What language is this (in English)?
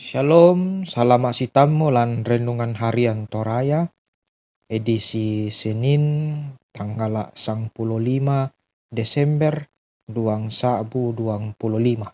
Toraja-Sa'dan